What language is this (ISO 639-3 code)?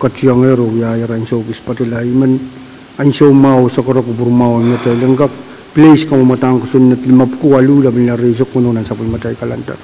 pon